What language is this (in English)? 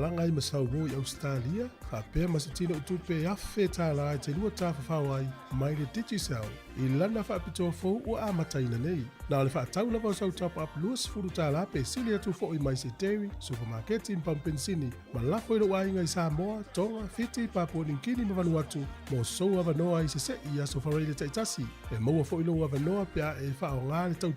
Samoan